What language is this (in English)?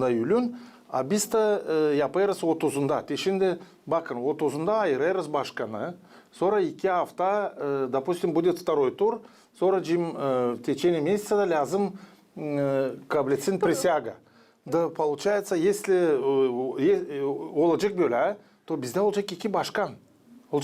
Gagauz